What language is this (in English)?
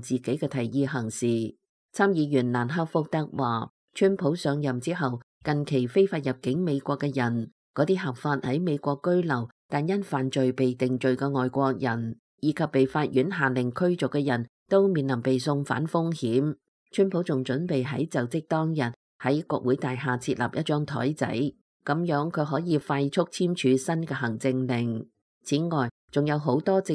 Cantonese